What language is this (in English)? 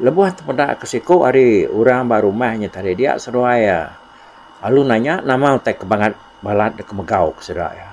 Iban